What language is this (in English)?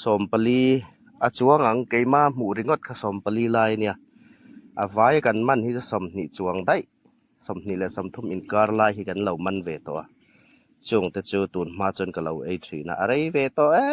Hmar